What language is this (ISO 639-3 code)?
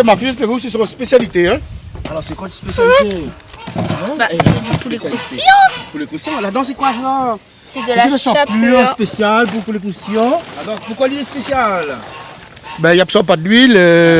rcf